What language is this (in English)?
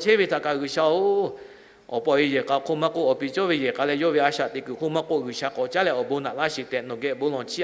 Lahu